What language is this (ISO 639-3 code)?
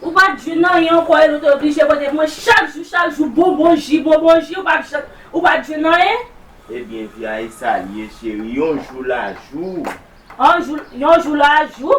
hat